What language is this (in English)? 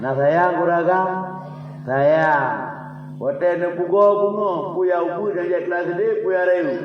Achinese